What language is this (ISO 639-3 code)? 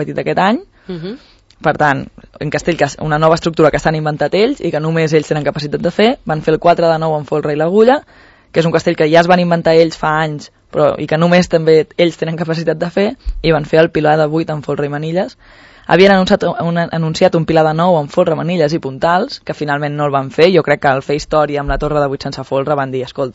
cat